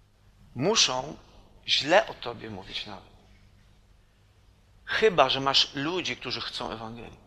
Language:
Polish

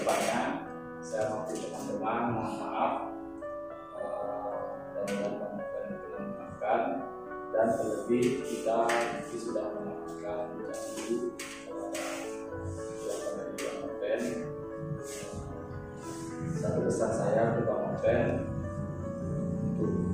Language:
Indonesian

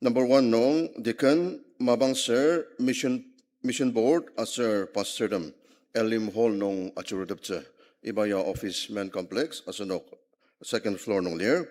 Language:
Ao Naga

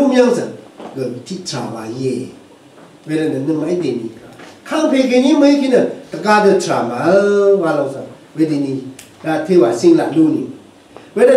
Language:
Rawang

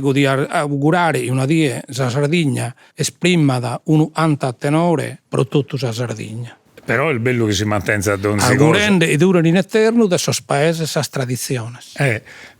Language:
Sardinian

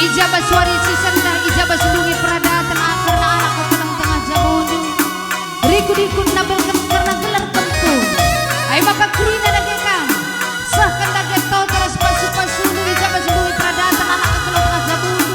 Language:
Batak Karo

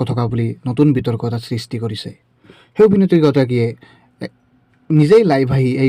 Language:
Assamese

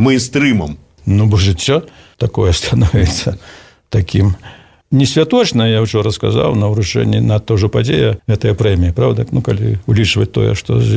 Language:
Belarusian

